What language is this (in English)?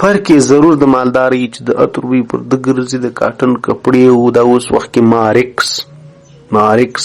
Pashto